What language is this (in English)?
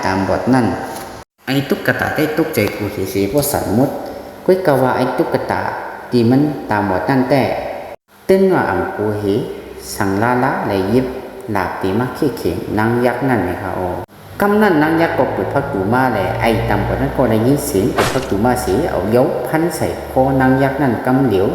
Shan